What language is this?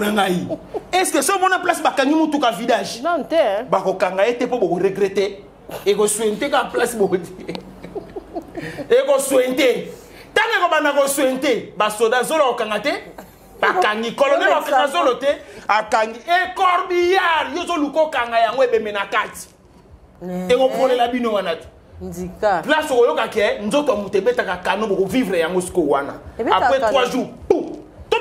Lingala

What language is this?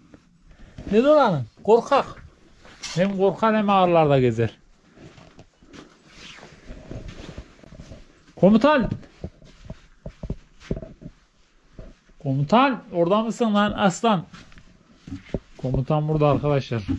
Turkish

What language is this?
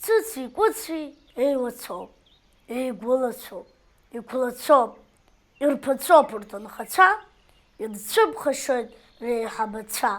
Abkhazian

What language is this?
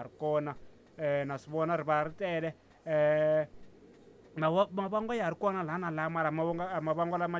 Tsonga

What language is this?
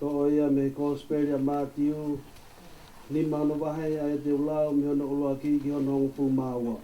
Tongan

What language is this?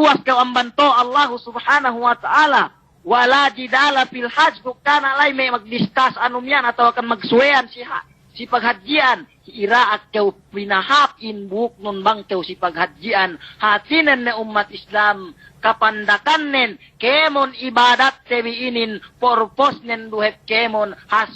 Yakan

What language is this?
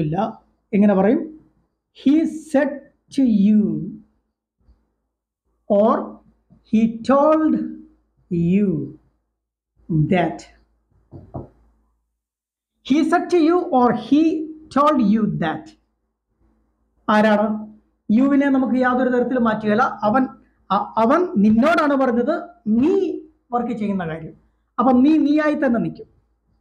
Malayalam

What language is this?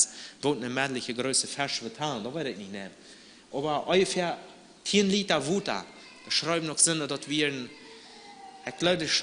Plautdietsch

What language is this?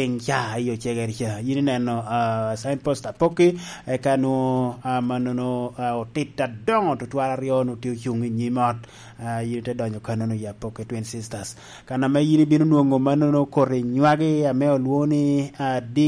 Lango (Uganda)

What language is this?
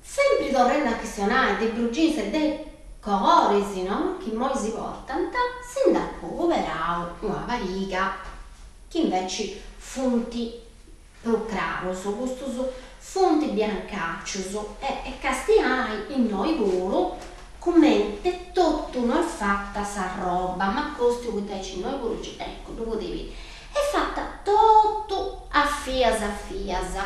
Sardinian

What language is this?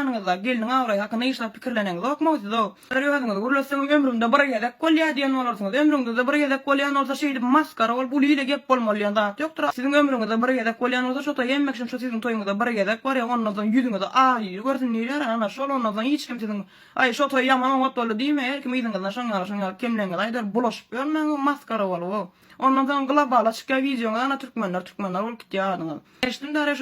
Turkmen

